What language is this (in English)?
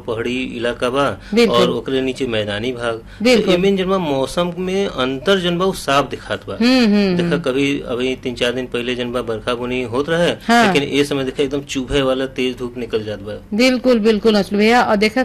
Bhojpuri